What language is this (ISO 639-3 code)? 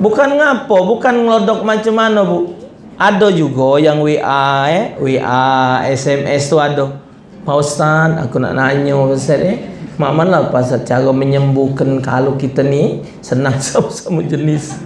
mui